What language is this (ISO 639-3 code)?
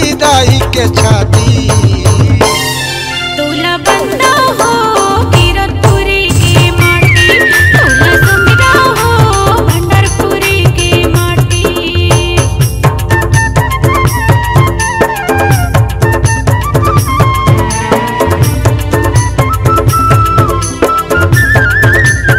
hne